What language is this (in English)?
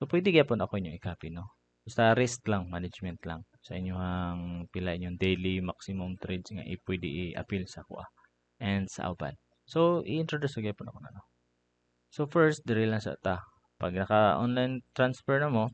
Cebuano